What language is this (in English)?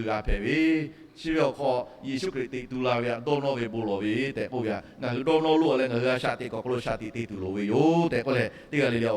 Lahu